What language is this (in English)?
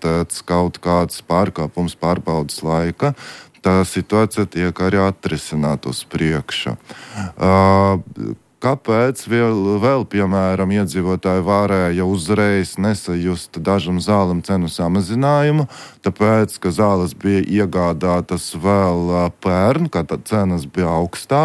Latvian